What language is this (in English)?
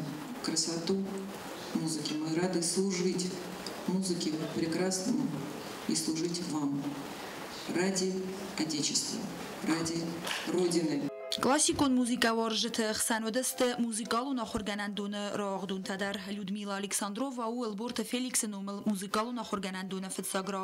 Ossetic